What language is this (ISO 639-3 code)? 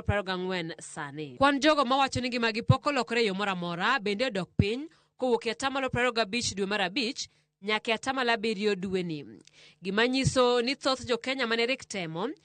luo